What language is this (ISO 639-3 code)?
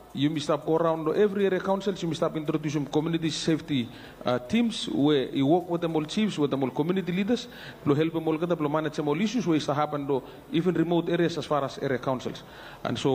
bis